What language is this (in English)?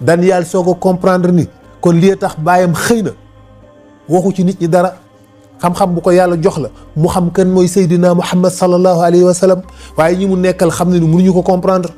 Wolof